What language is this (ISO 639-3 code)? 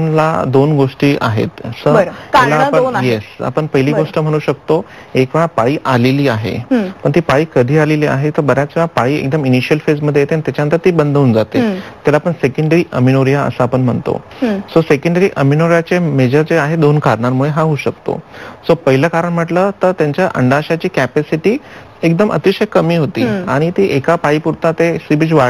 mar